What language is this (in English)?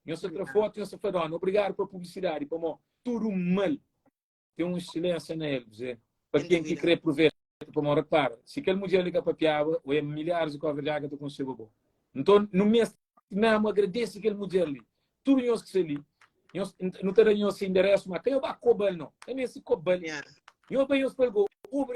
Kabuverdianu